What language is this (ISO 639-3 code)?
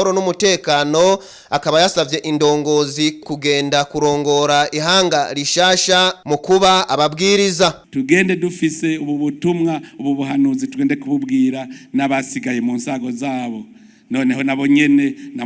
run